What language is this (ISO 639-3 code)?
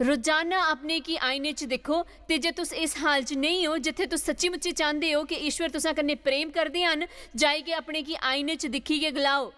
doi